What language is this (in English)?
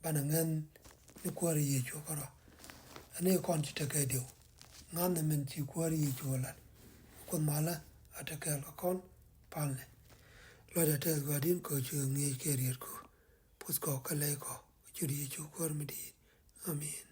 Nuer